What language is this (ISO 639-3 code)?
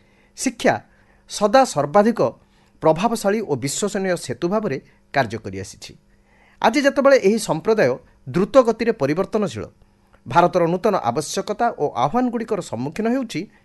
ori